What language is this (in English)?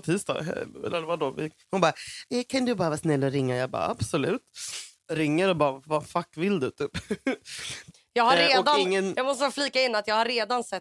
Swedish